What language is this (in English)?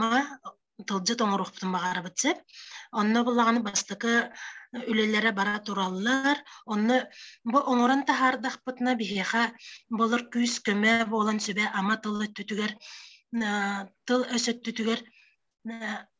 Yakut